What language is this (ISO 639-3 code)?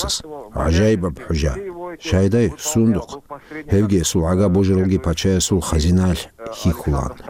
ava